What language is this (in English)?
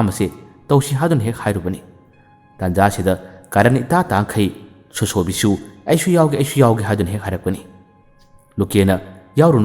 Manipuri